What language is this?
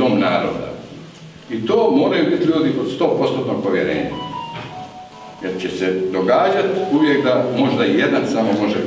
Croatian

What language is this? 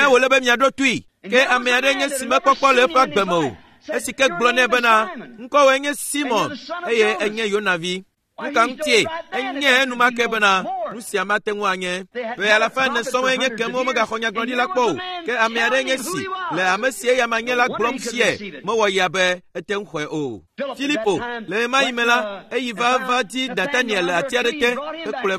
Ewe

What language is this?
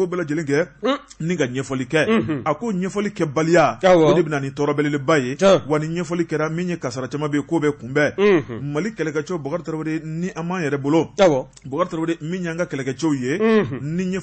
Bambara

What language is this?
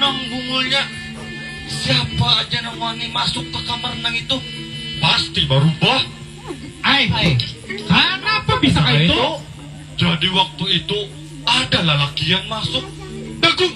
Banjar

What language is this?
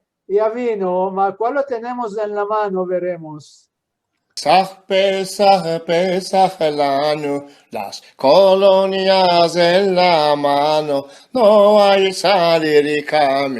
Ladino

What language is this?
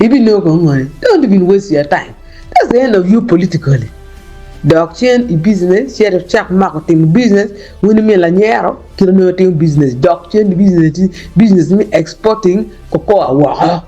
Acoli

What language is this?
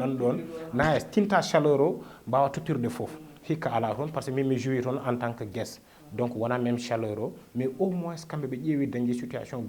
Fula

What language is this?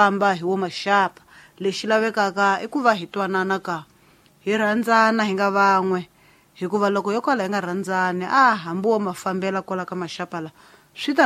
Tsonga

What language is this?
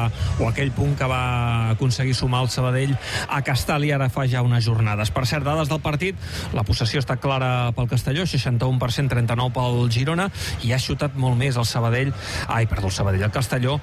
Catalan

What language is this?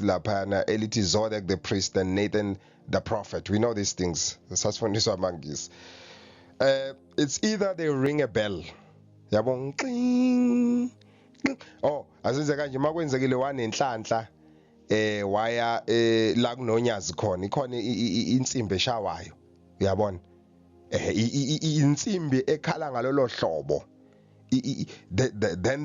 Zulu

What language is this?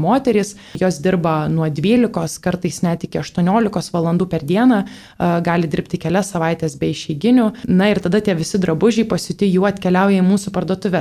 Lithuanian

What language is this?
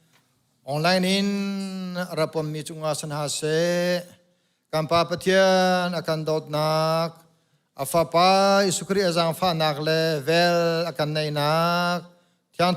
Hakha Chin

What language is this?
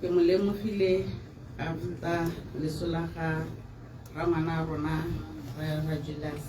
Tswana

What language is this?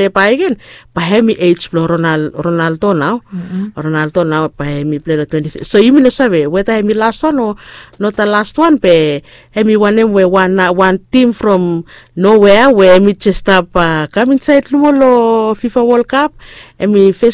Bislama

